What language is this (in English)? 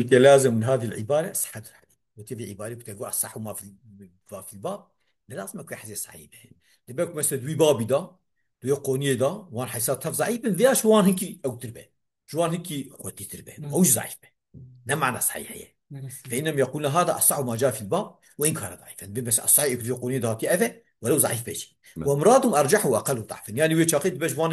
Kurdish